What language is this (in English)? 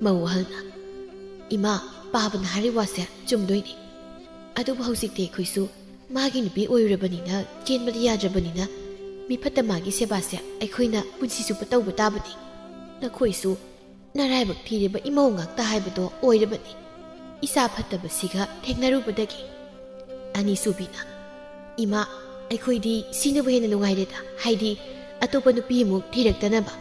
Manipuri